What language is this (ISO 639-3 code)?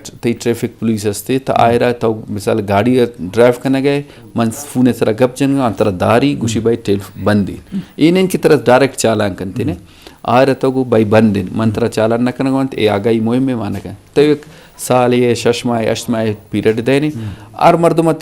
bgp